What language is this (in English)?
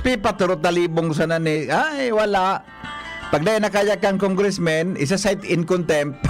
Bikol